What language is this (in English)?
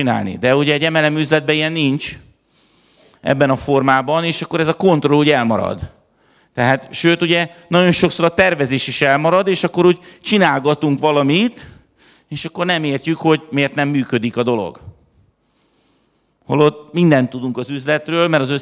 Hungarian